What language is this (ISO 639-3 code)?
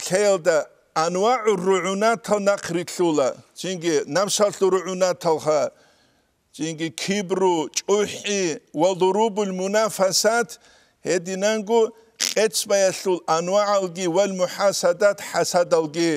ava